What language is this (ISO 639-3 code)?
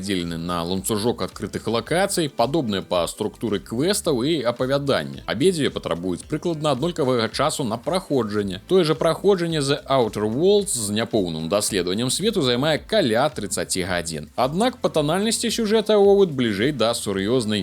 bel